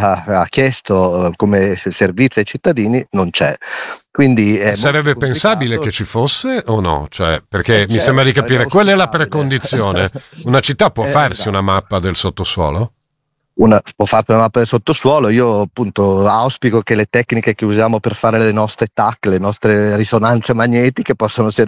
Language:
Italian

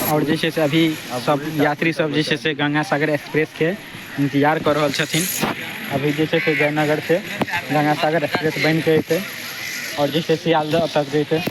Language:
Maithili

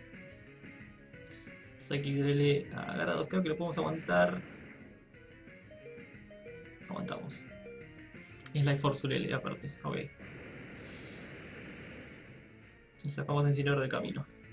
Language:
Spanish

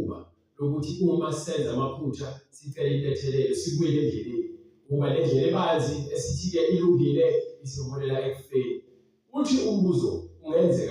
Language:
Zulu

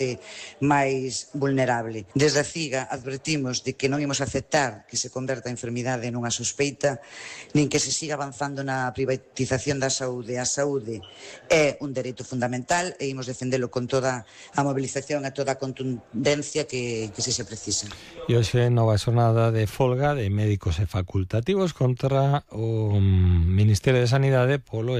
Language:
Galician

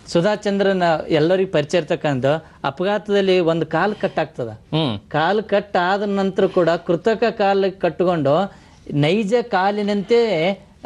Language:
Kannada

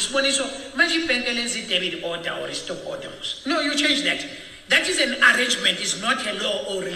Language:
Xhosa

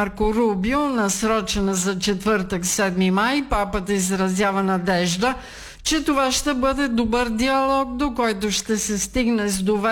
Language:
Bulgarian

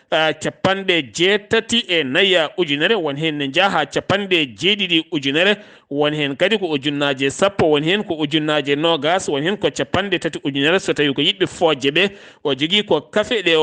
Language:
Fula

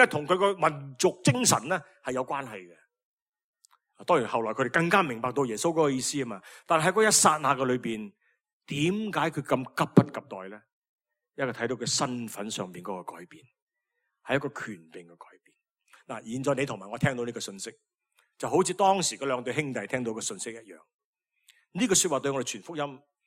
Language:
Cantonese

